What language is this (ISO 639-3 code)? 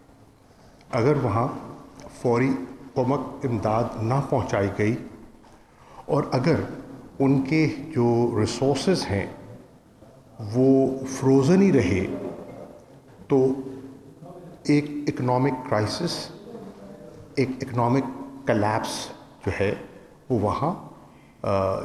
urd